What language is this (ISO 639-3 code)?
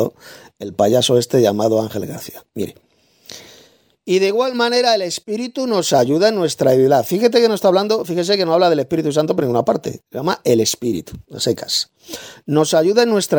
spa